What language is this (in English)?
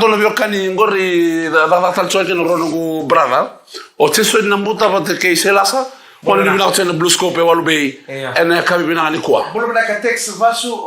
Fijian